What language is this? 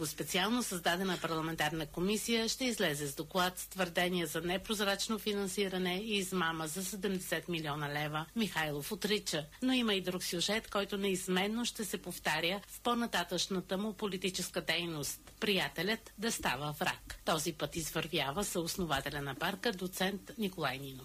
Bulgarian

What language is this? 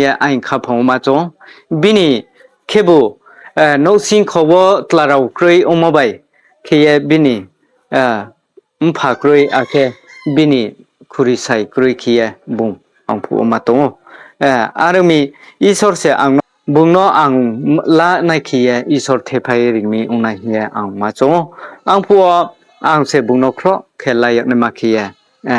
Riang (India)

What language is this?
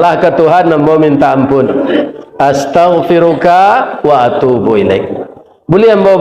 Minangkabau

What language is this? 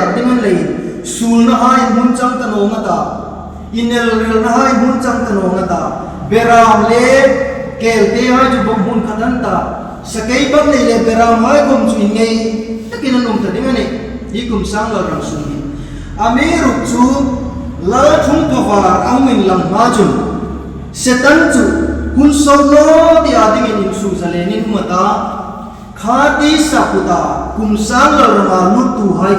Hmar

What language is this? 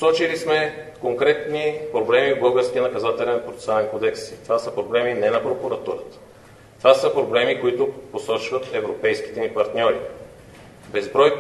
Bulgarian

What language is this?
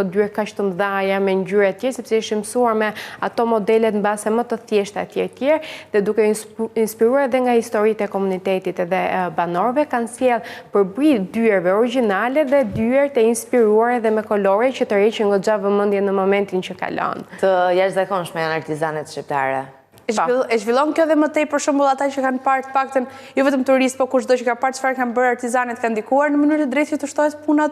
Albanian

